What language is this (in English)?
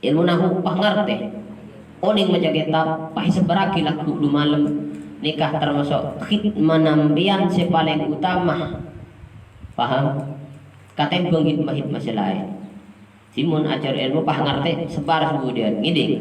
Madurese